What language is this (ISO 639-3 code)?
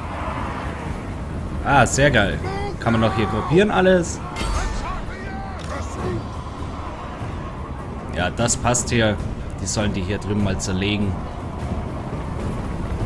deu